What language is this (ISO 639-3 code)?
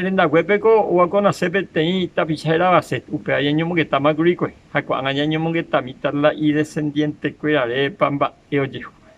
grn